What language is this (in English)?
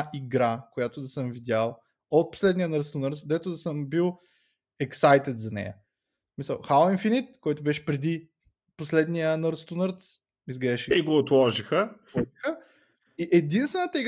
Bulgarian